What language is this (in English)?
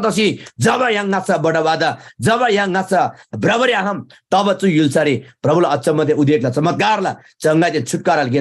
Eastern Tamang